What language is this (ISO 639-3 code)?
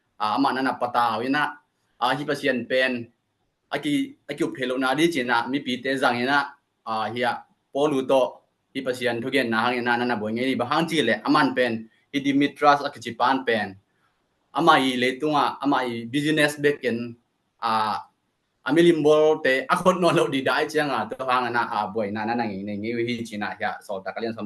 ctd